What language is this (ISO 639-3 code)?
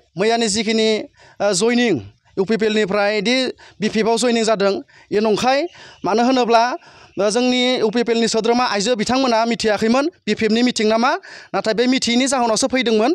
brx